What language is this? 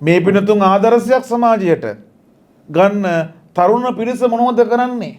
Sinhala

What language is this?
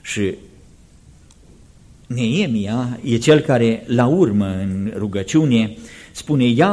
Romanian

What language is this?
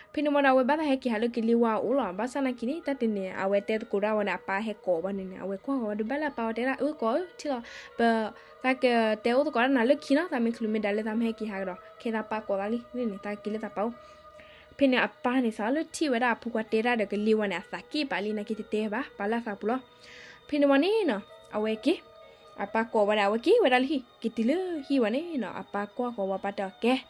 S'gaw Karen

